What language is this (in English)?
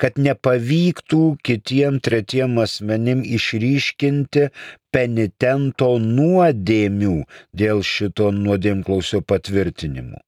Lithuanian